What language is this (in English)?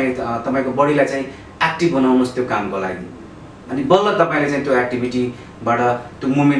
Nepali